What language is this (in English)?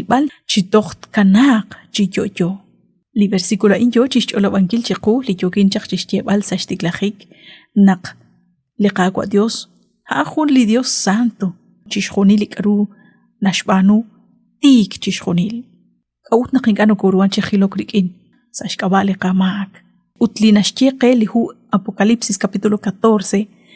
Kekchí